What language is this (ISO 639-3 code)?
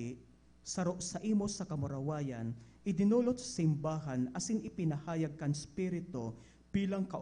bik